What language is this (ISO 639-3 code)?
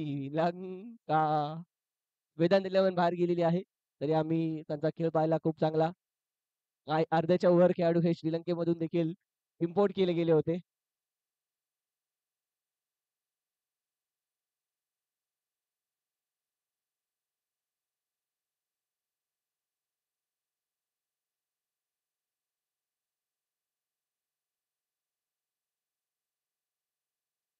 mar